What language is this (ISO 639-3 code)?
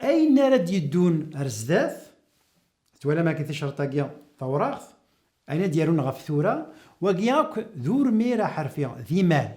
kab